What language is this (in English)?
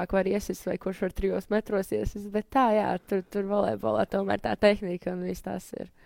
Latvian